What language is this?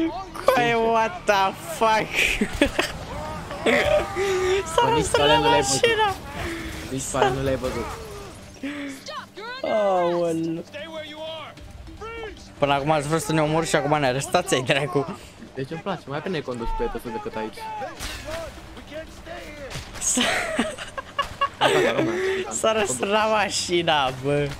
Romanian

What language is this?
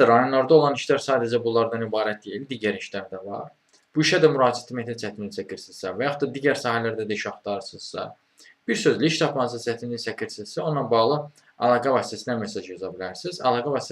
Azerbaijani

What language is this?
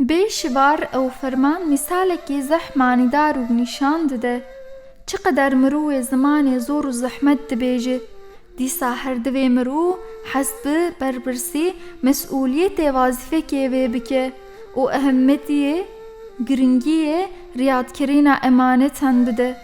Kurdish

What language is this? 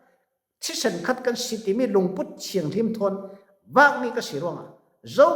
Falam Chin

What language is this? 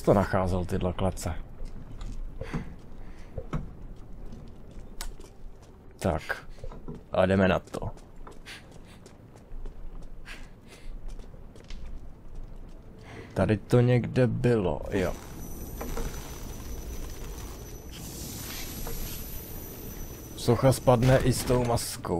Czech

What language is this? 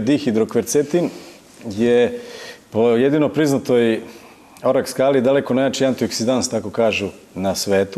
Serbian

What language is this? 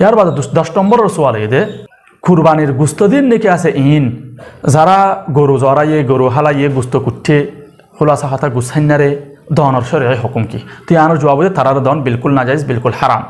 Rohingya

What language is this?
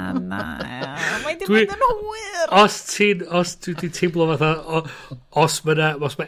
Welsh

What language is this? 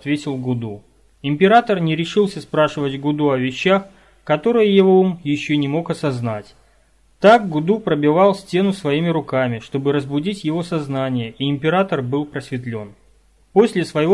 Russian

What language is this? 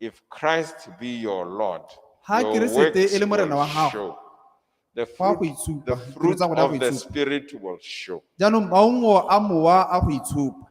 Tswana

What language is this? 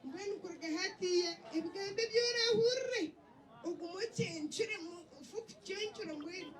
Nyankole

